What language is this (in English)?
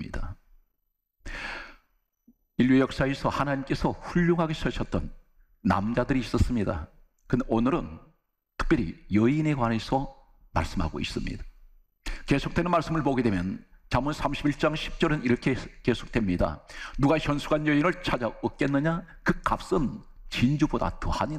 Korean